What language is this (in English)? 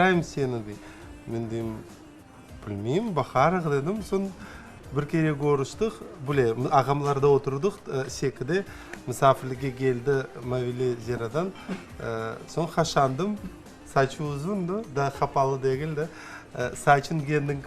Crimean Tatar